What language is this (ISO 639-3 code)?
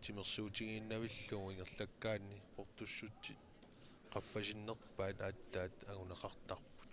kal